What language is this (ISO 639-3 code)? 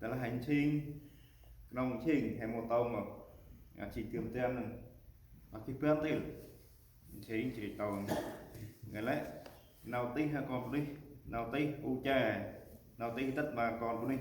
cmo